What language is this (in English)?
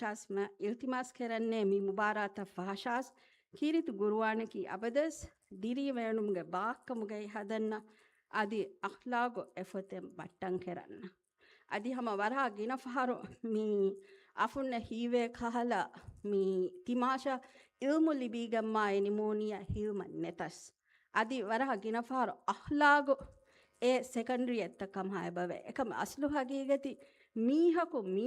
Divehi